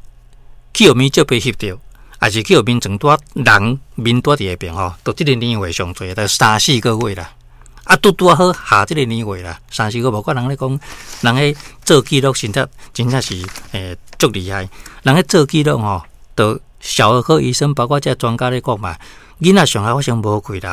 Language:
Min Nan Chinese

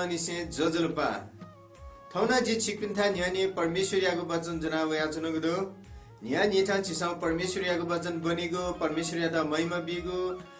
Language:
Newari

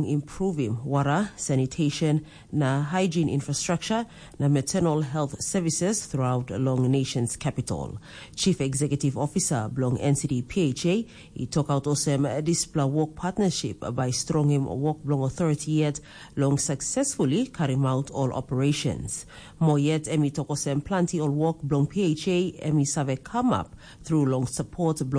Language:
Tok Pisin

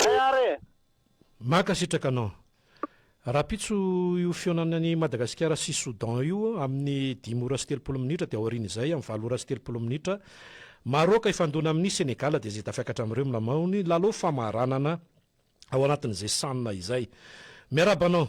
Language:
Malagasy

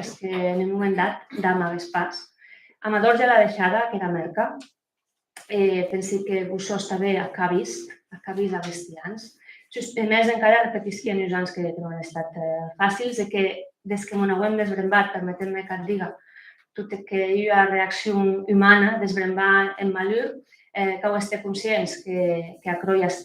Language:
Occitan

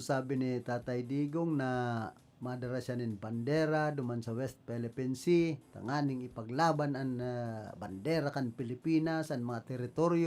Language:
Bikol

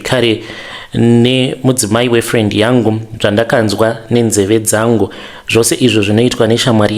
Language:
Shona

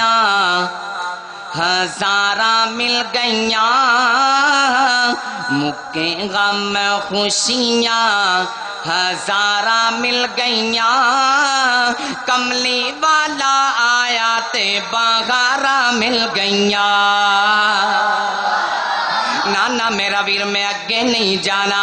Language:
Western Panjabi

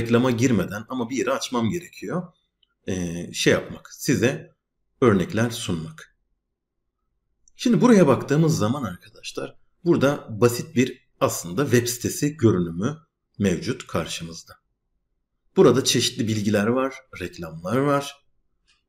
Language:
Turkish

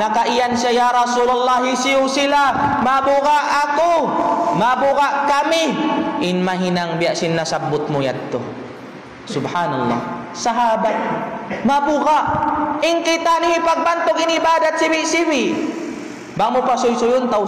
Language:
Tausug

